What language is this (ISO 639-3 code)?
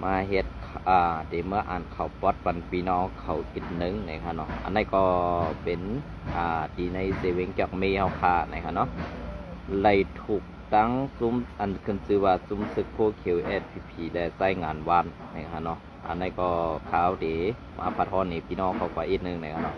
shn